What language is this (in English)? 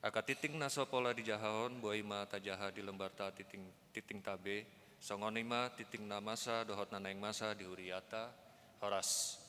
Batak Toba